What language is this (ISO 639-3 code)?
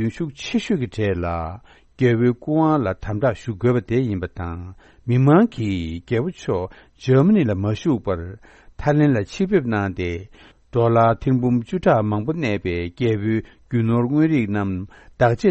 bod